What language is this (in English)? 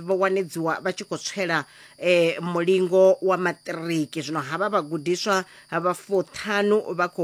Venda